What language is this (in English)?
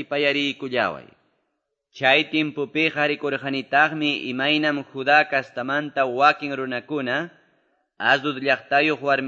Quechua